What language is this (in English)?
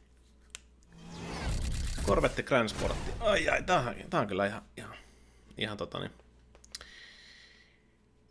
Finnish